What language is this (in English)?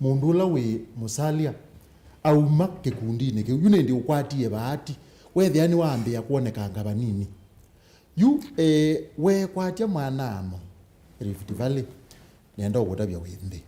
Kamba